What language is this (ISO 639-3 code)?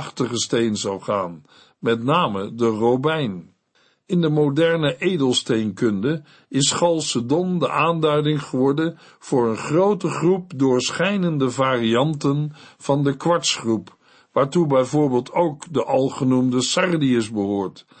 nld